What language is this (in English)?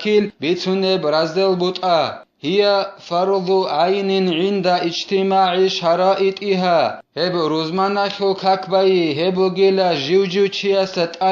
Avaric